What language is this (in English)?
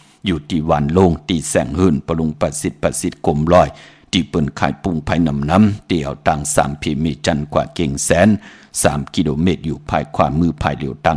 Shan